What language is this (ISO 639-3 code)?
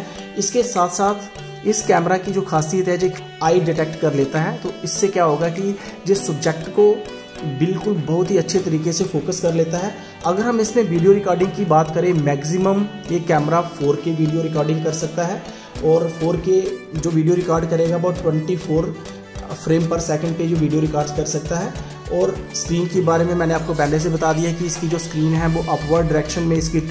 hin